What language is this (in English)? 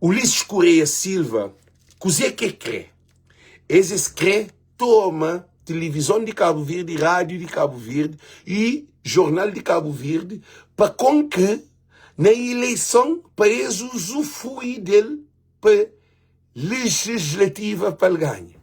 Kabuverdianu